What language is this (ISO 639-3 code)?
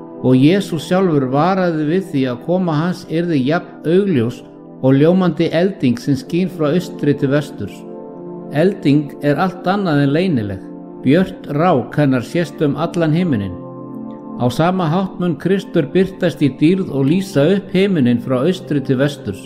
isl